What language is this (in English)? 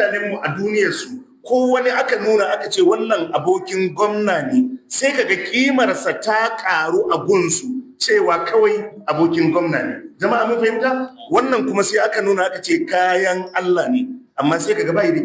Hausa